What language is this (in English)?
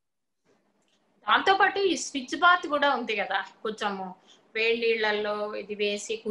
Telugu